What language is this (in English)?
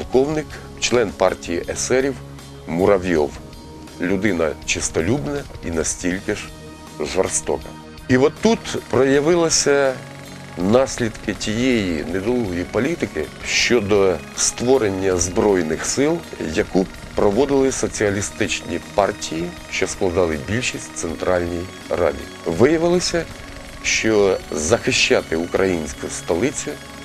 Ukrainian